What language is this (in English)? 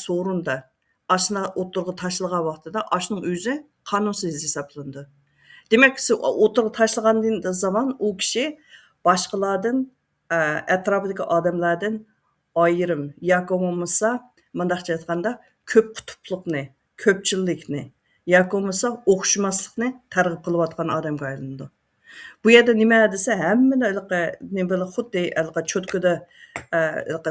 Uyghur